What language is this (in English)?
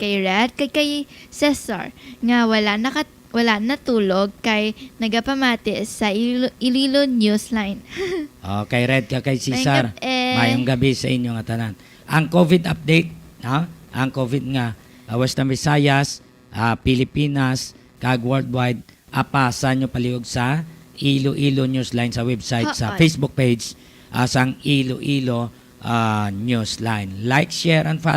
Hiligaynon